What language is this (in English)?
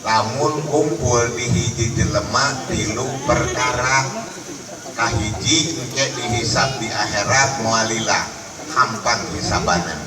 Sundanese